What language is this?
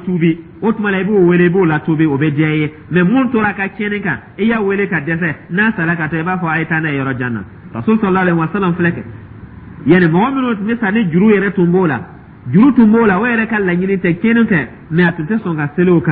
Dyula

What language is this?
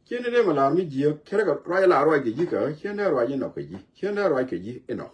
Nuer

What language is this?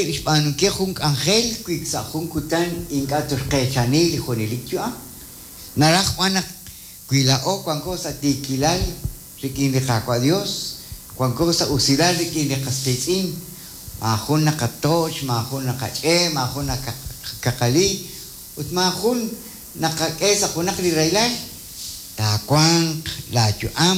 Kekchí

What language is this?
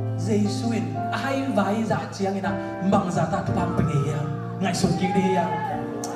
Tedim Chin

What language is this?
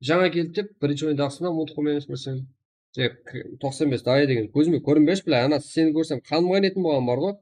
Kara-Kalpak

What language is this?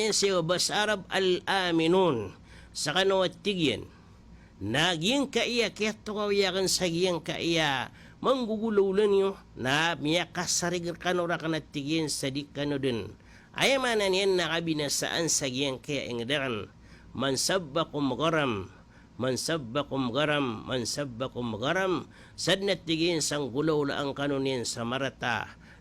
Maranao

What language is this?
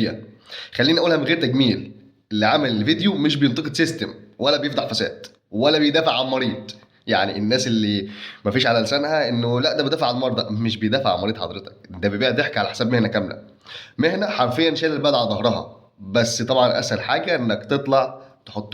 Egyptian Arabic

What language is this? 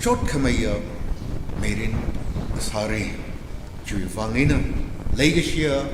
Tangkhul Naga (India)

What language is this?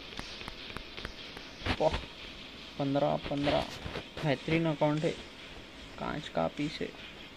Hindi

